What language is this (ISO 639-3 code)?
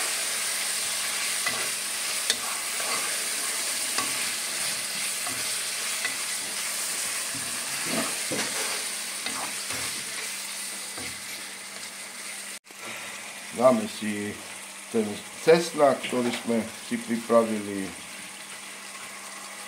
slk